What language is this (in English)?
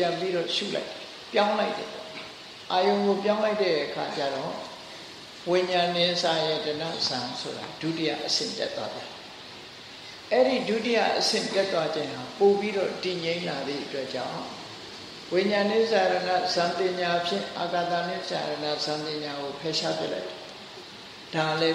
Burmese